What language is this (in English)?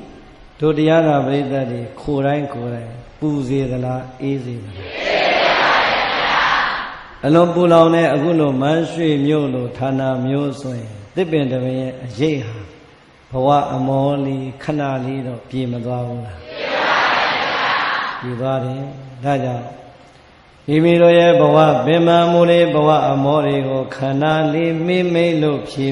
Burmese